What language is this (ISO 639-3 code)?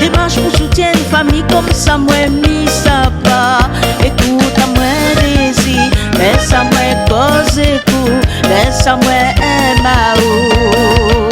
rcf